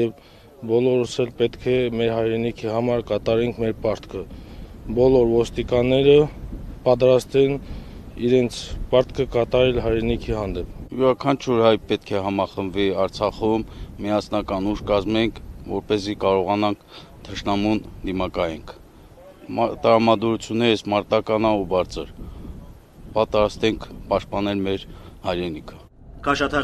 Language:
Armenian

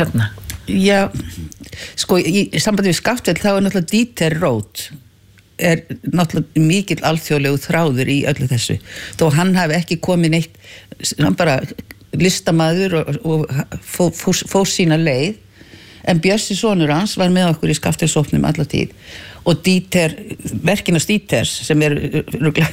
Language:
Icelandic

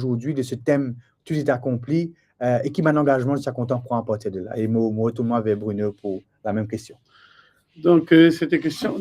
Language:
Morisyen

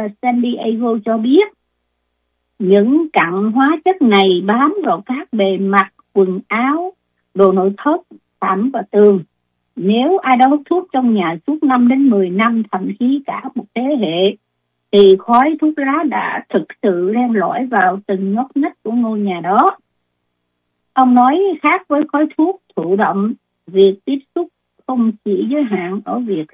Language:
Vietnamese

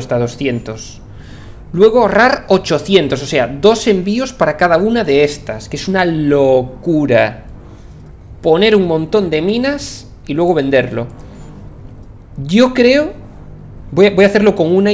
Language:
Spanish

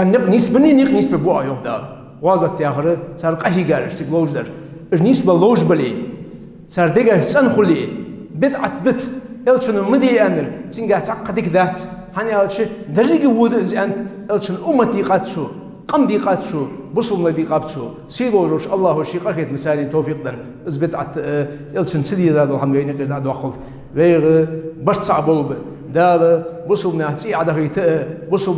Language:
Ingush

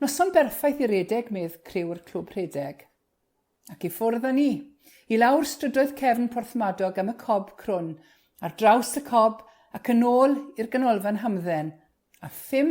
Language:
Welsh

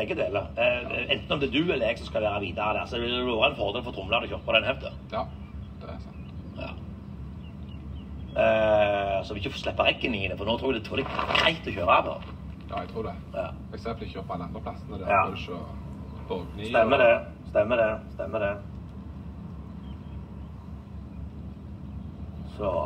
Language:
Norwegian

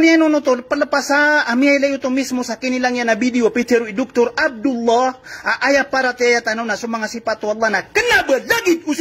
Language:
Maranao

